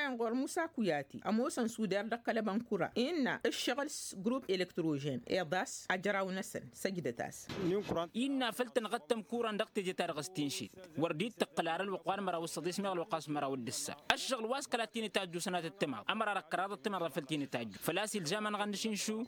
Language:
Tamasheq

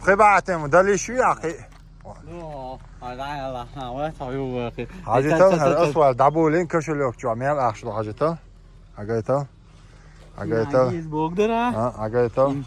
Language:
Chechen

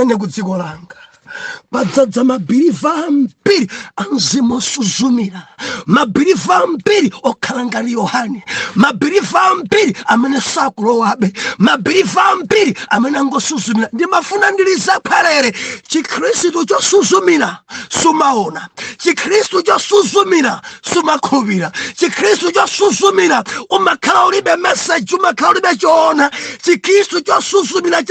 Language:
Nyanja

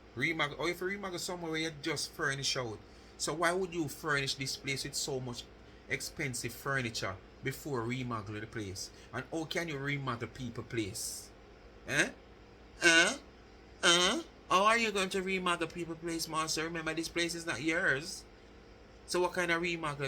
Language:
Jamaican Creole English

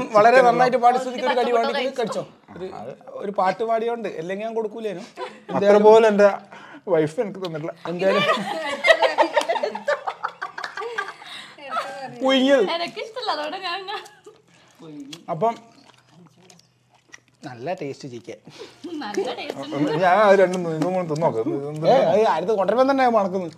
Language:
Malayalam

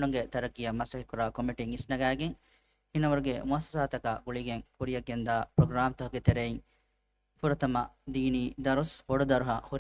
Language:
Divehi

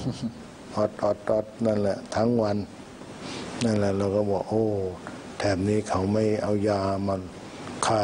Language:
Thai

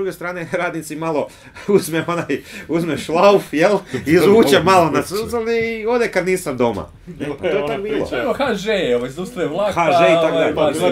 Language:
Croatian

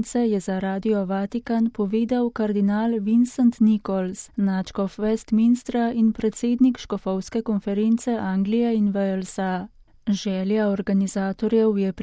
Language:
Slovenian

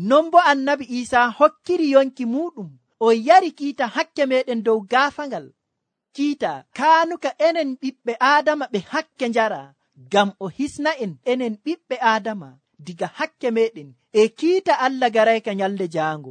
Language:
Nigerian Fulfulde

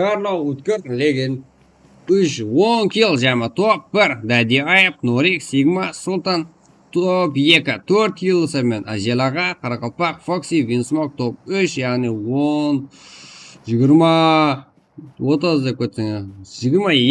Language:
Kara-Kalpak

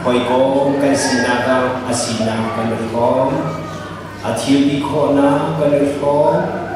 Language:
Hakha Chin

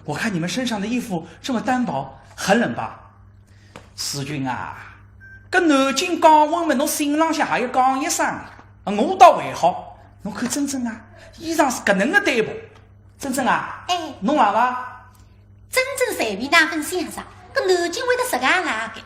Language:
Wu Chinese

